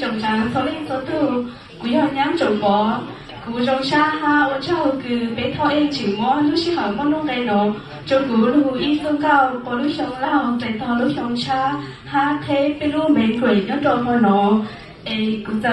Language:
Hmong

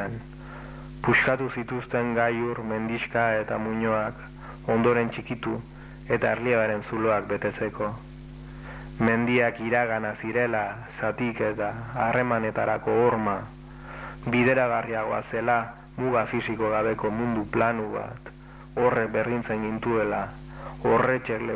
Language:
Basque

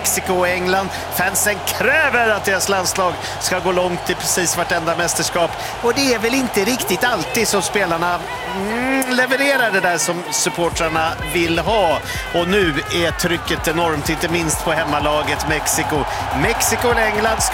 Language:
Swedish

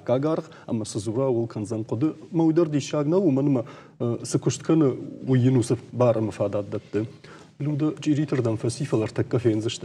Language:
Ossetic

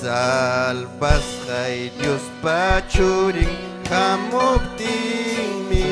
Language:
Ayacucho Quechua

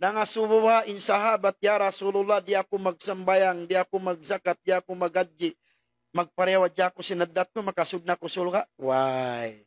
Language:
Tausug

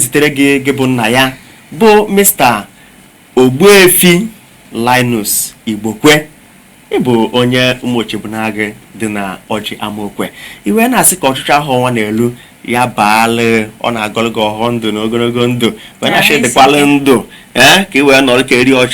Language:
Igbo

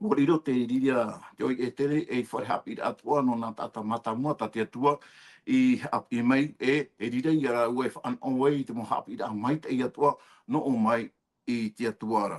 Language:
Tahitian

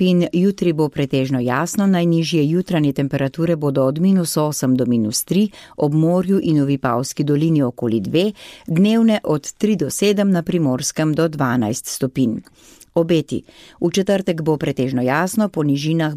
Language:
Slovenian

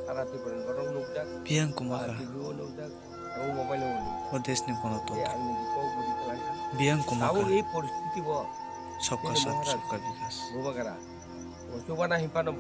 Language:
Kok Borok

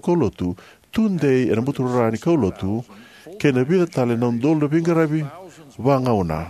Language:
Fijian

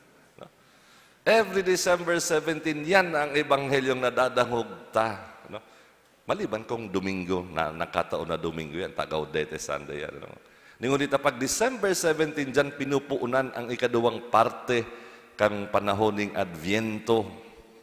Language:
Bikol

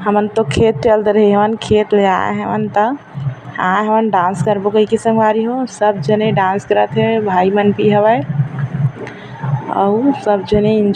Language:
Chhattisgarhi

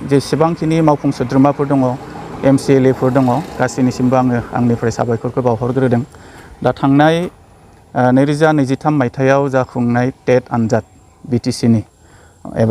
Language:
Bodo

